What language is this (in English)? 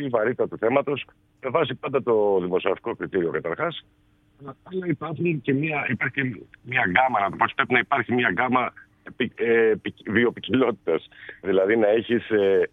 Greek